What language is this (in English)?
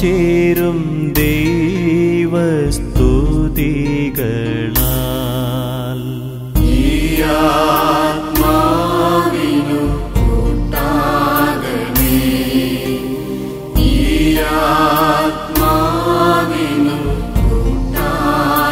Malayalam